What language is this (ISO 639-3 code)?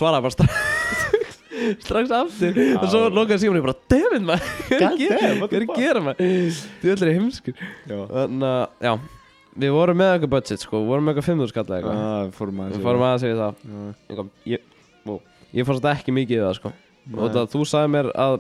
isl